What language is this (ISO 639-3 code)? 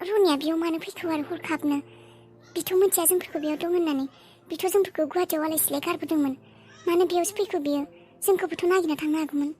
brx